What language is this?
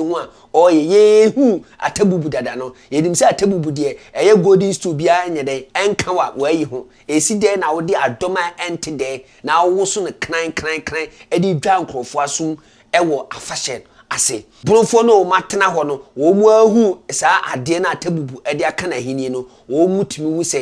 Akan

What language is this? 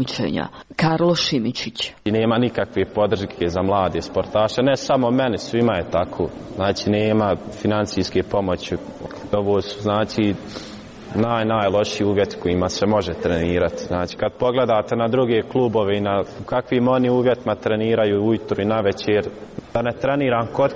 Croatian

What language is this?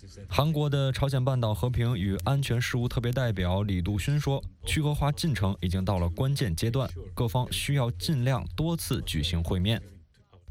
Chinese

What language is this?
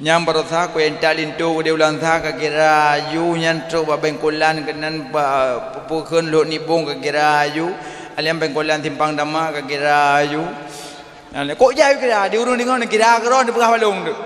Achinese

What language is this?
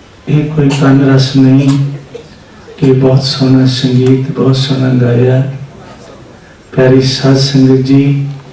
Punjabi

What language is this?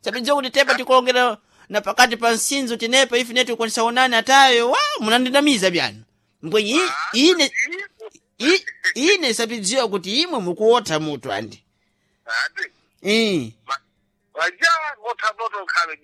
Sena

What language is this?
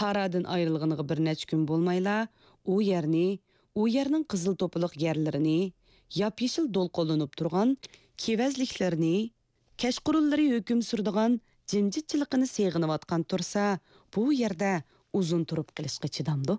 Uyghur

